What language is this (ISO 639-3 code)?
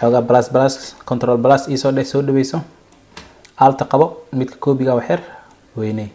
som